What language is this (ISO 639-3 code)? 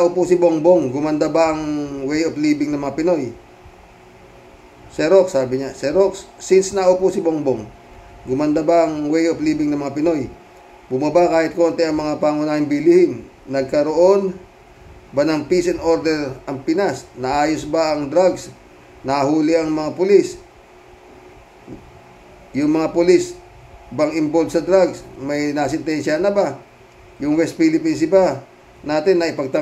fil